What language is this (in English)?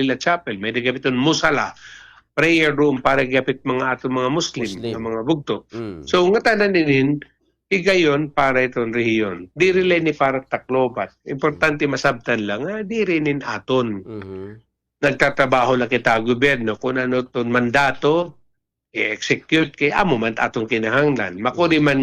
Waray